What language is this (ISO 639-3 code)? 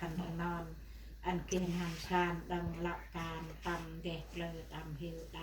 cmo